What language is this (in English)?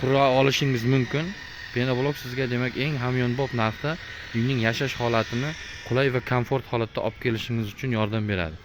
Uzbek